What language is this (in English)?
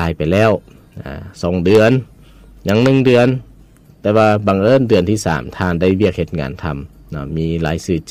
Lao